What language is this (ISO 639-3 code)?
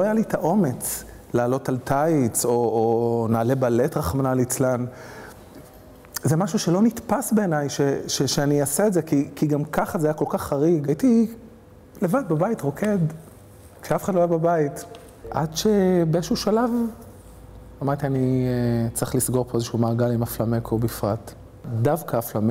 heb